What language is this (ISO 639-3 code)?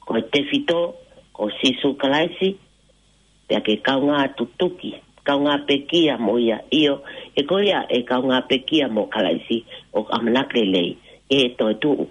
ton